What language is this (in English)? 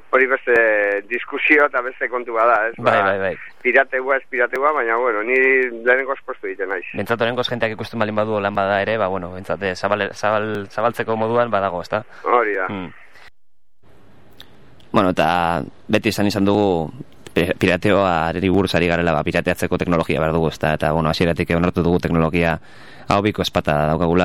Basque